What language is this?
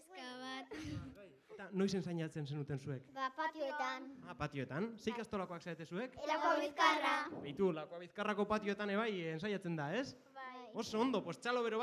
Basque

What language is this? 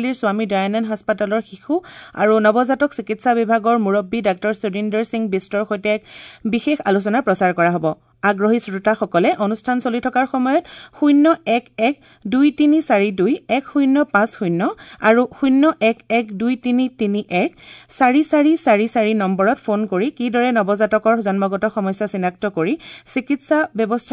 Assamese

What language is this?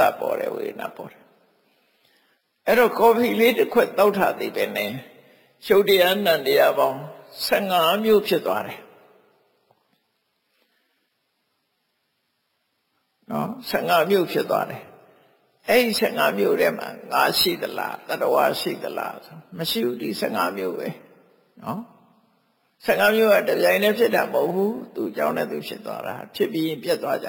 Burmese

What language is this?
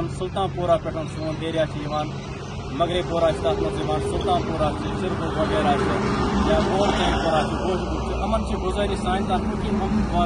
Kashmiri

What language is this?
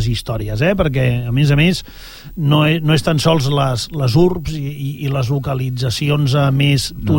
Catalan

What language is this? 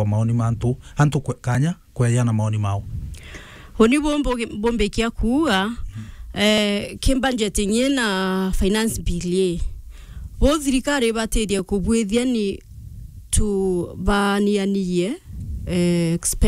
Meru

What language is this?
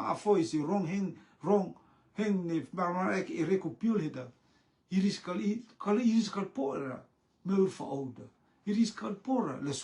Rotuman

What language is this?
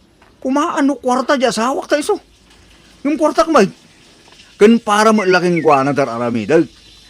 Iloko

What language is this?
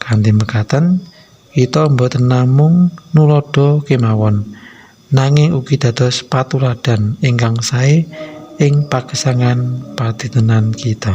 Javanese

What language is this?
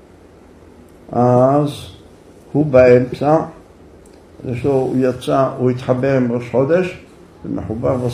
Hebrew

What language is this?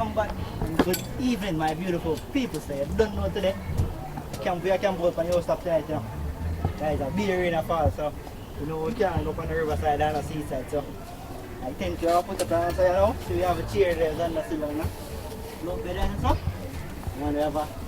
Jamaican Creole English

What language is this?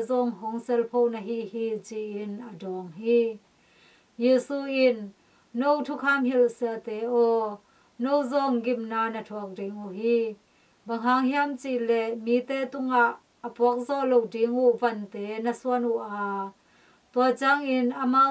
Tedim Chin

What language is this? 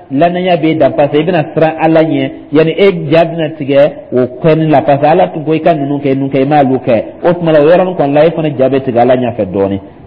Dyula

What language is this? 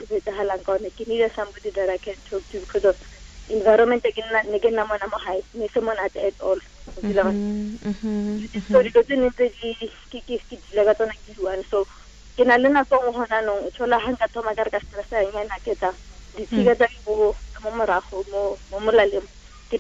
Tswana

